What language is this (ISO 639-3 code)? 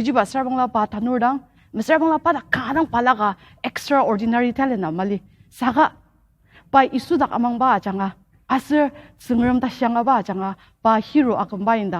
njo